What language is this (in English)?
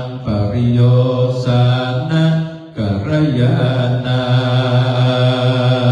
Pali